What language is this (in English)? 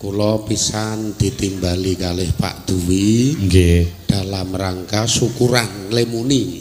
Javanese